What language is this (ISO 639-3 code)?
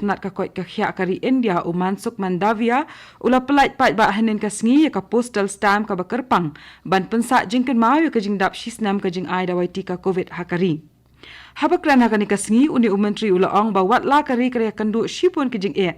kha